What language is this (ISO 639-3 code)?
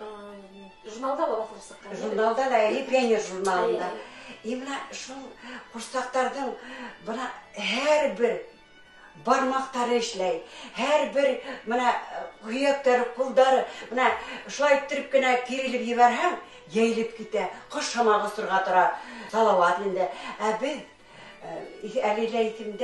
bak